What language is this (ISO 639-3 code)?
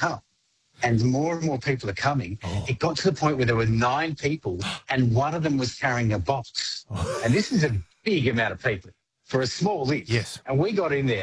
eng